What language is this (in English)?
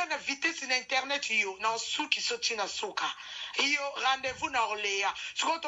Lingala